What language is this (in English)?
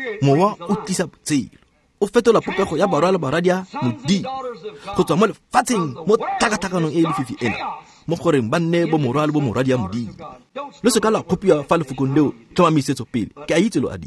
Tswana